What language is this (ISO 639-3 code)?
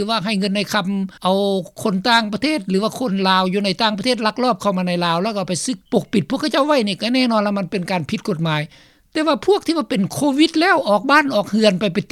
lao